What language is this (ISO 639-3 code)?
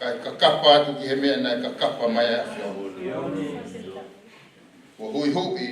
ton